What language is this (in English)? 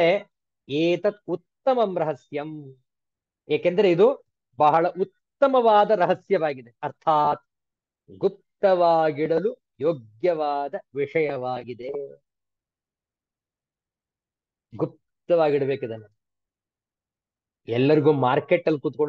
Kannada